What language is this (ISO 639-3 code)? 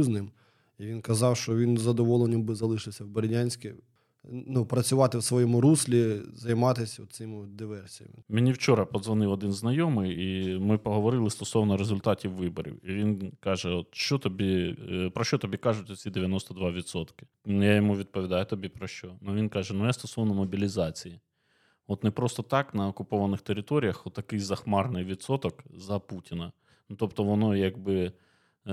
ukr